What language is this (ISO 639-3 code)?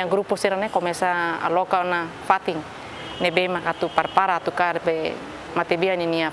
tet